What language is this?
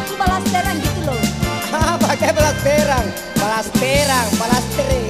Makasar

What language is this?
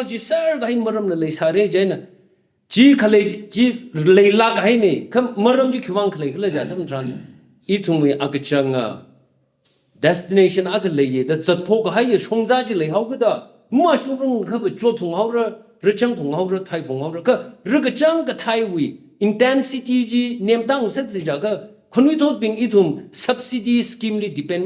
Tangkhul Naga (India)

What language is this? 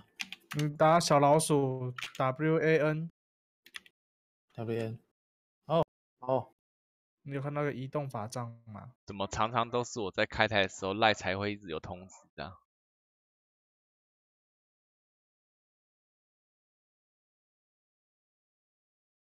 Chinese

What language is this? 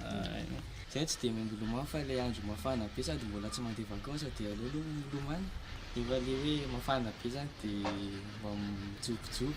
Malagasy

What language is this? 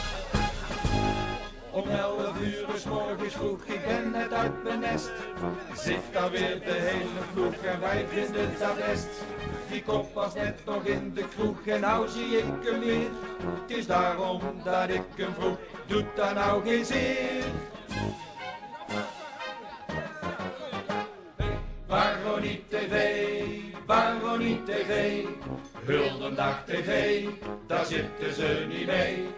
Dutch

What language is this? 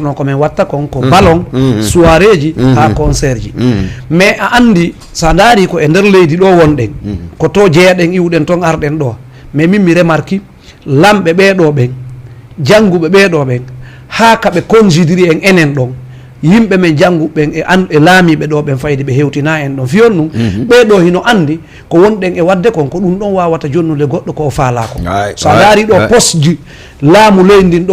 Fula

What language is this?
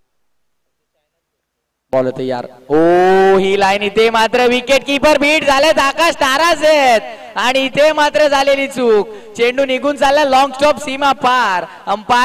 Marathi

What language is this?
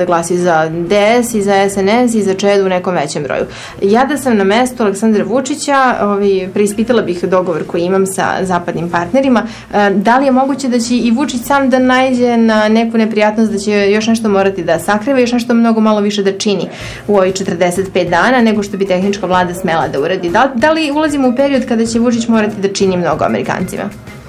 Serbian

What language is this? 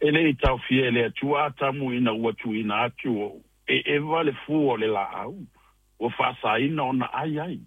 Samoan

